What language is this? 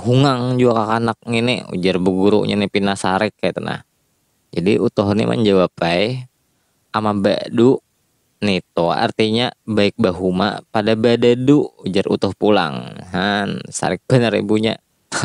Banjar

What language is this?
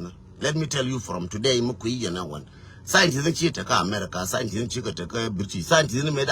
Nuer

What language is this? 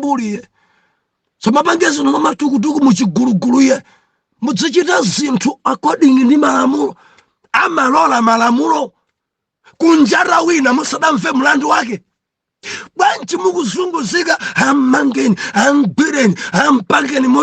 Nyanja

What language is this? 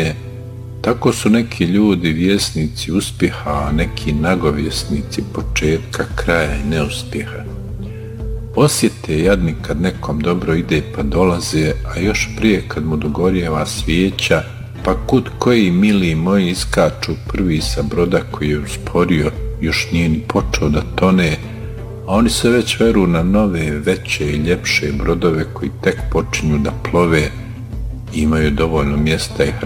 Bosnian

